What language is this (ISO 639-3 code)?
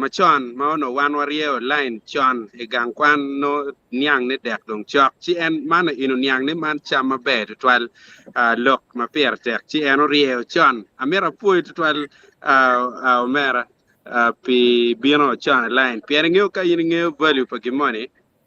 ach